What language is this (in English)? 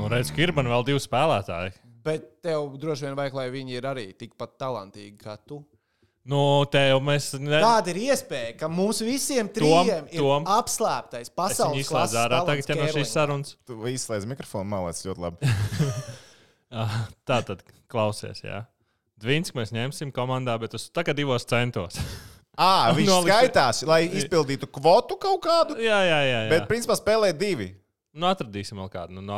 Latvian